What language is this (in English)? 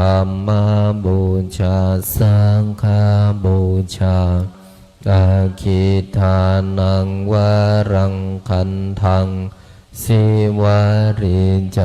Pali